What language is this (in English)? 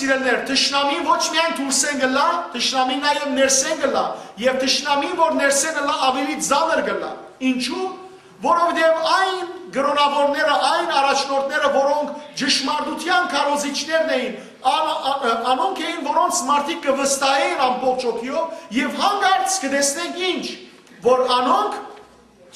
Western Armenian